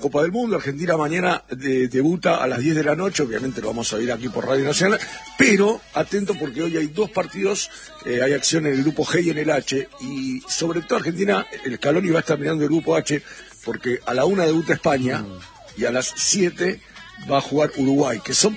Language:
Spanish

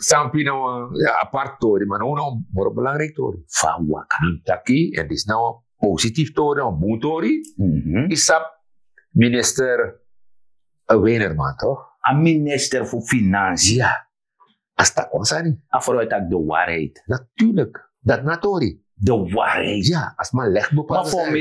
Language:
Sranan Tongo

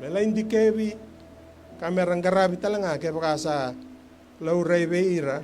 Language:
Fijian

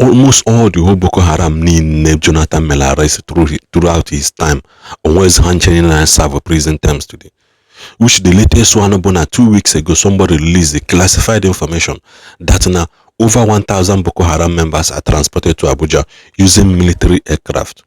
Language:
Igbo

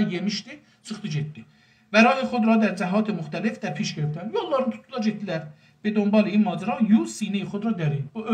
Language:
South Azerbaijani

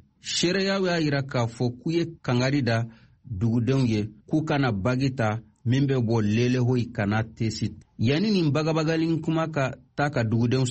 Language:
Bambara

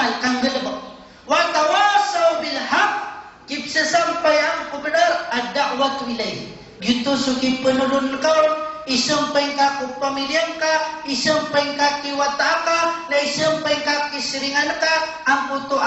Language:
Maranao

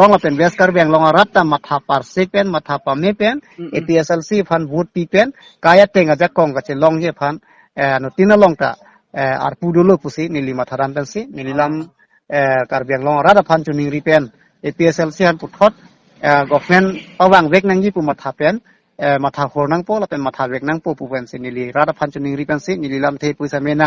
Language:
Karbi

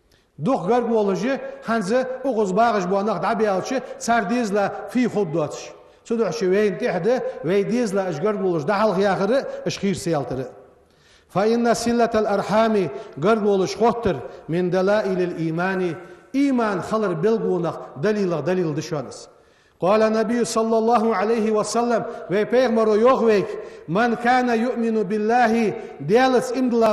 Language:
Ingush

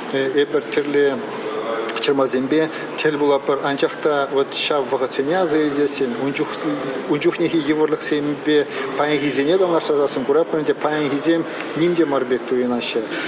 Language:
Chuvash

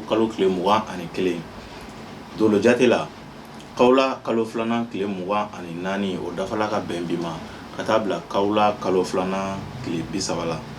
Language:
Bambara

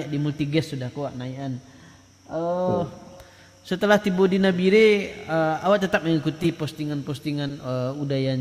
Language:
Minangkabau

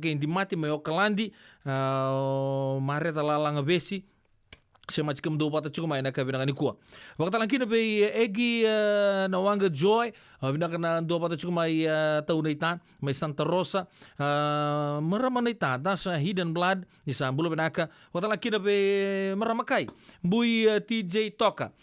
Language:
Fijian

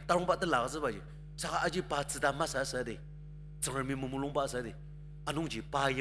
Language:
Ao Naga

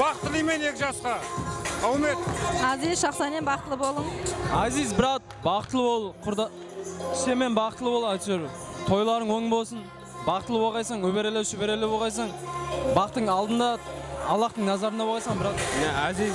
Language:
Kara-Kalpak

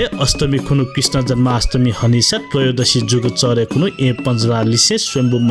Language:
Newari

